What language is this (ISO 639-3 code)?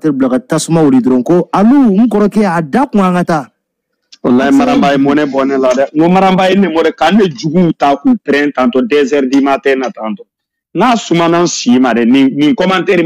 bam